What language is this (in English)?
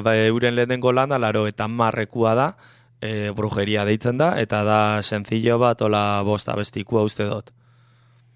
Basque